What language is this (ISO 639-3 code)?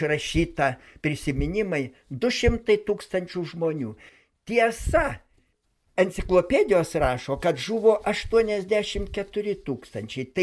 lit